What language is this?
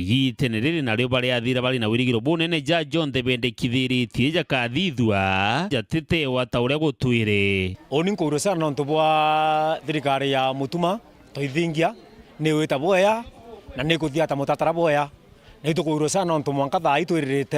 Meru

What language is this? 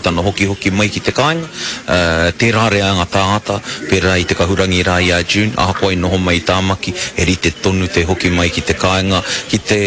Māori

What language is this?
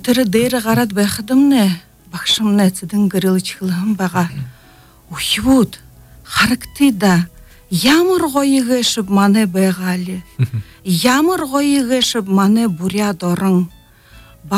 Buriat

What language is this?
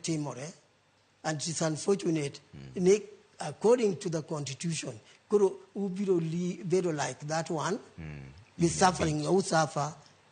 Luo (Kenya and Tanzania)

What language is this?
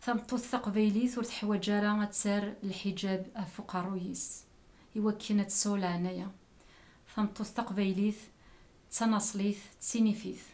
Kabyle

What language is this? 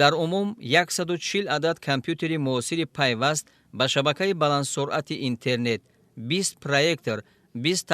Tajik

